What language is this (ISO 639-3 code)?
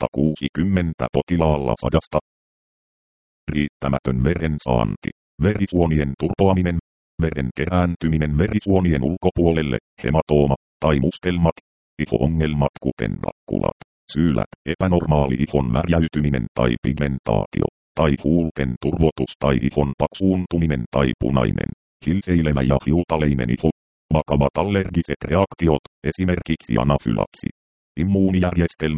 fin